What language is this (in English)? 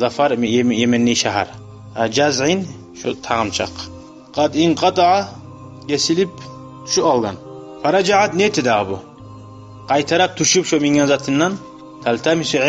Kumyk